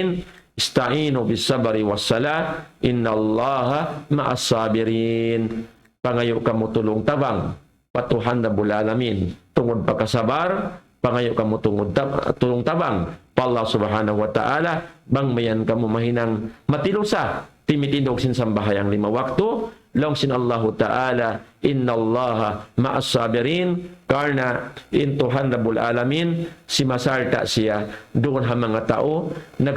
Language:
Tausug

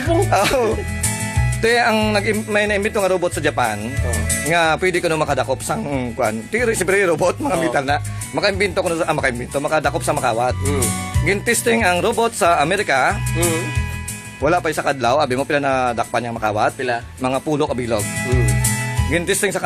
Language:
Hiligaynon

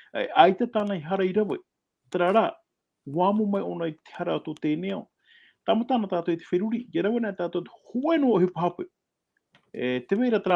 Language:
Tahitian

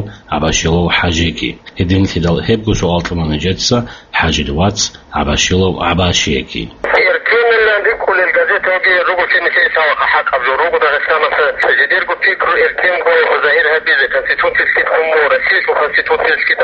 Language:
Avaric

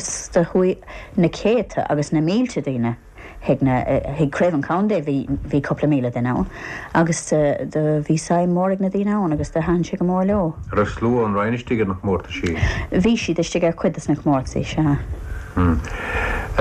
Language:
Irish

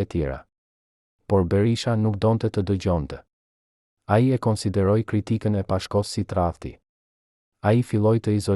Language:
Albanian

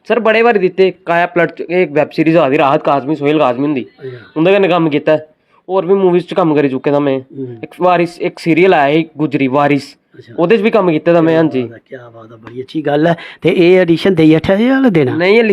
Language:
Dogri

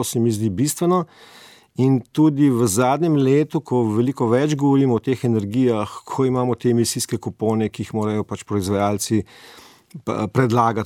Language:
Slovenian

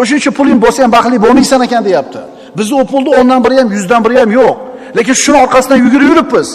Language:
Uzbek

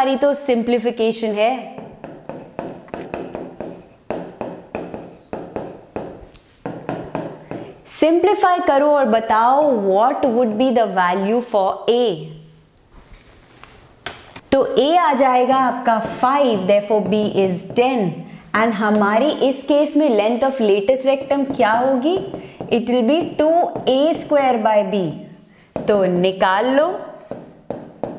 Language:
Hindi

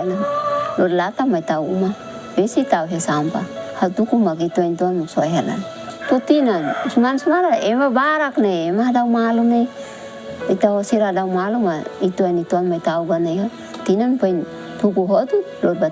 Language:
Tetum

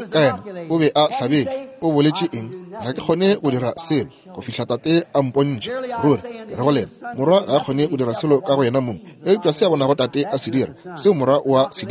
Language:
Northern Sotho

